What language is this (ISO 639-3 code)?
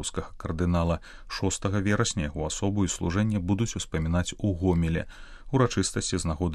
bel